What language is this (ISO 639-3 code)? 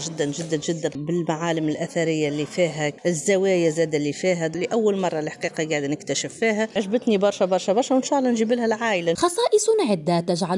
aeb